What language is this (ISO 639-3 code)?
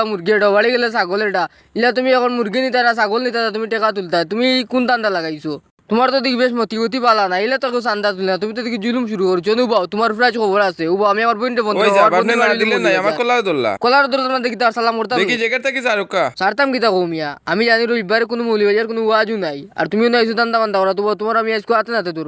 syl